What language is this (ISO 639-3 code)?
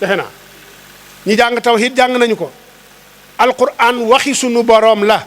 wol